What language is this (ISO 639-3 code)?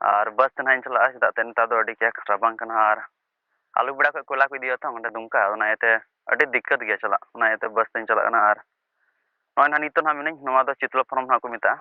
sat